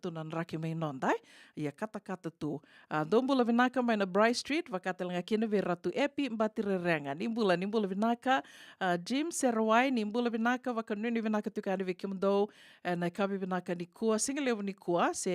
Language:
Fijian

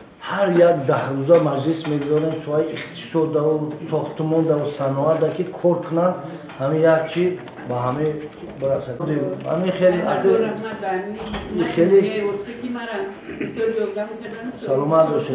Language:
Tajik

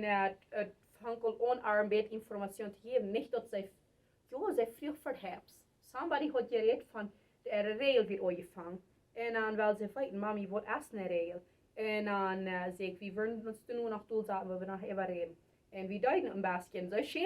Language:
Plautdietsch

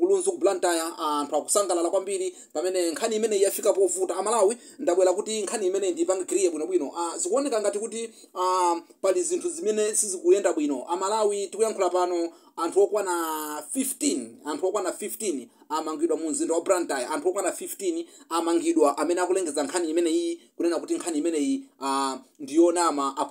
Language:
Nyanja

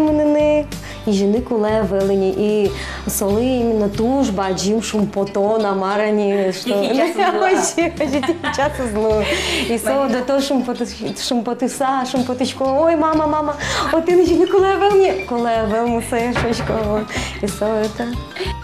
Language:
Udmurt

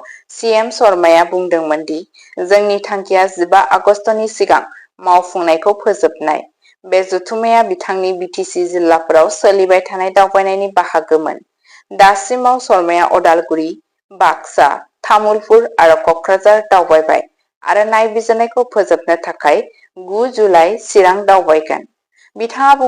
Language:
Bodo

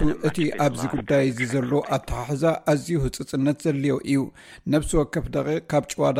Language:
Tigrinya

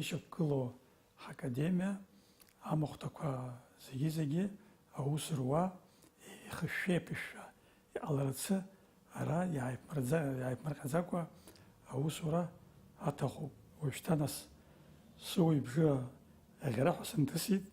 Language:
Abkhazian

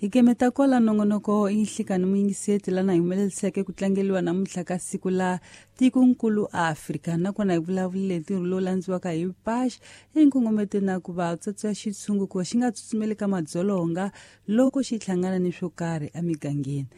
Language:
Tsonga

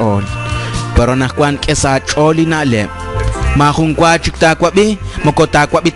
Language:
Kekchí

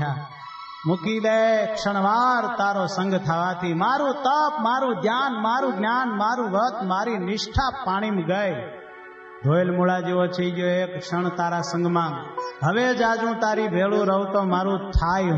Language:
Gujarati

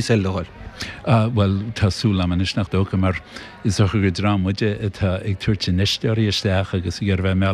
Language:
Irish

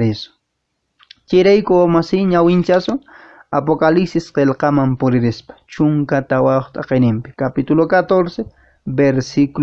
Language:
Quechua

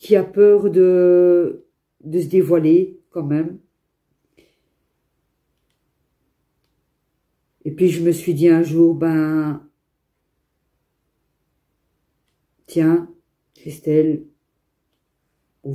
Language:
French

